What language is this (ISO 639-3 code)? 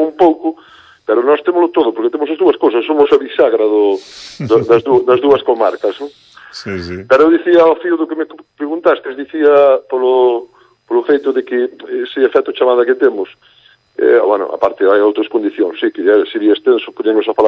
glg